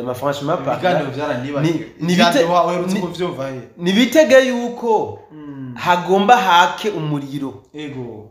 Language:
Rundi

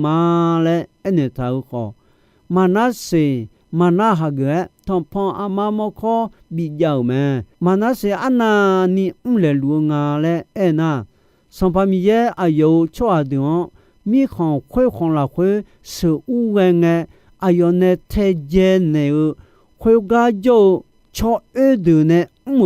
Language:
Akha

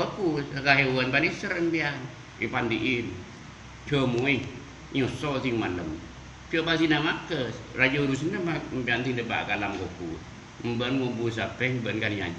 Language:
Madurese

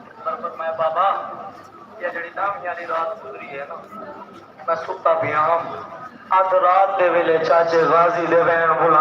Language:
Saraiki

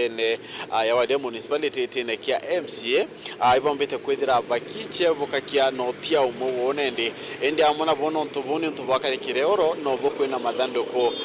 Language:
Meru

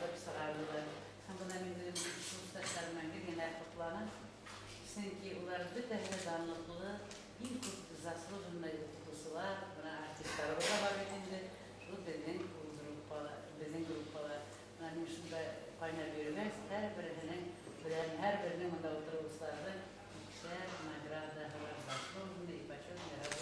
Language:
Bashkir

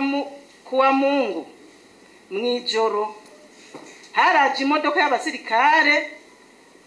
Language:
Rundi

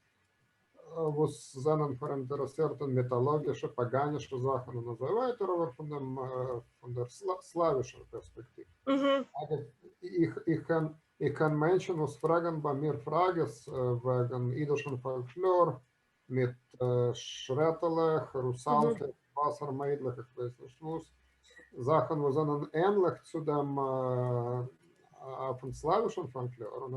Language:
Yiddish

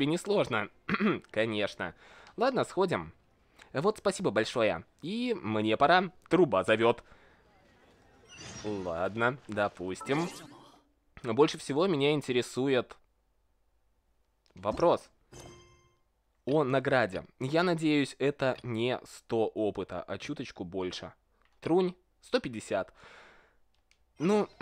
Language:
Russian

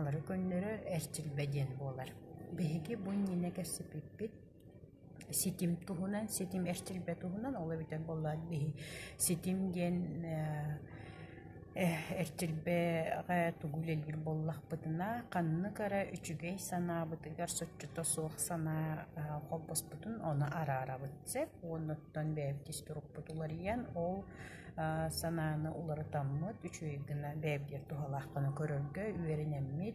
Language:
Yakut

